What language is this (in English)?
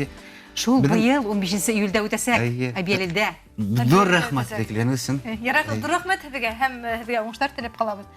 Bashkir